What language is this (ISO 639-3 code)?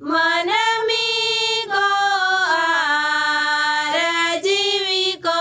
sat